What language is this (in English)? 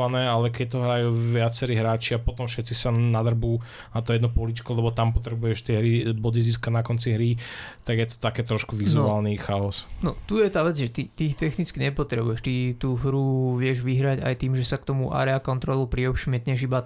Slovak